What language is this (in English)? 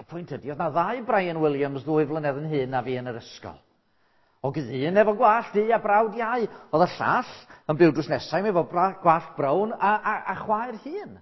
Welsh